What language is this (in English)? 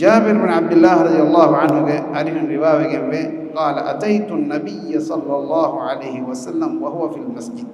Divehi